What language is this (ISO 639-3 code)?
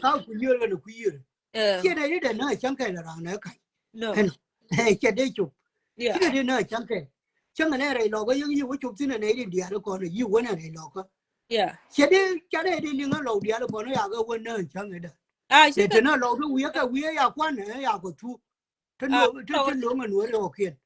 nus